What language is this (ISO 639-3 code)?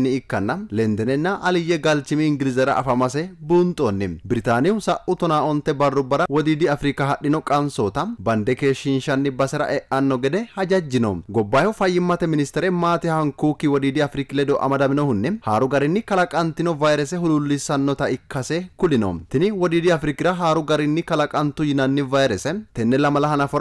sid